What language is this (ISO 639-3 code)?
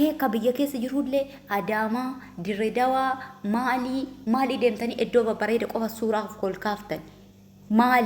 orm